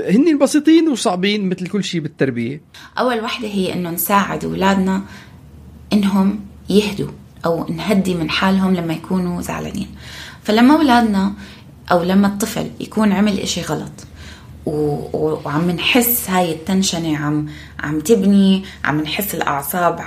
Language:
North Levantine Arabic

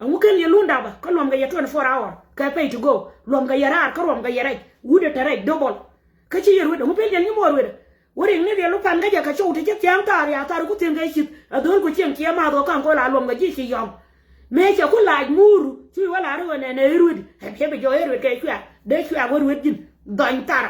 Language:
Nuer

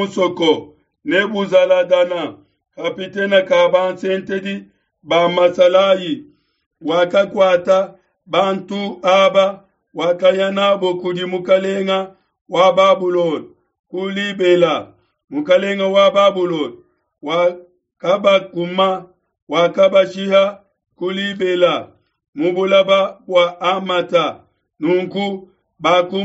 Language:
Luba-Lulua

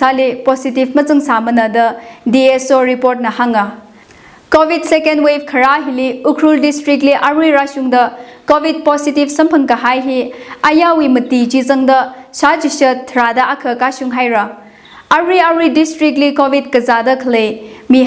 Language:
Tangkhul Naga (India)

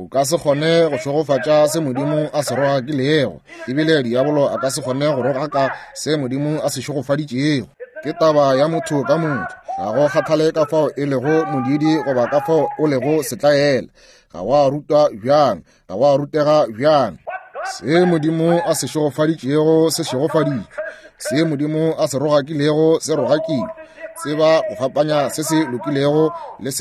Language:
Northern Sotho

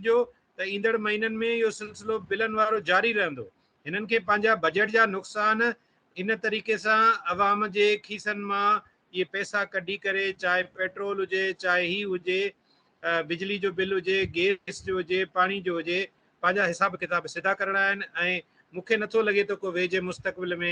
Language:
Sindhi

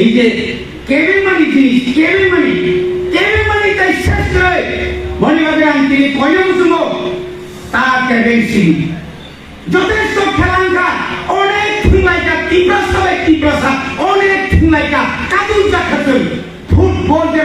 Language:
Kok Borok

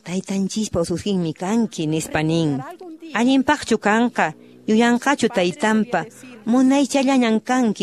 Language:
Quechua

